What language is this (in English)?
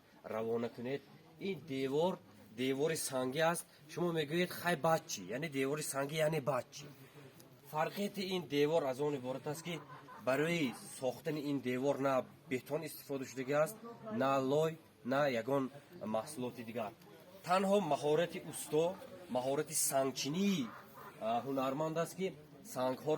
Tajik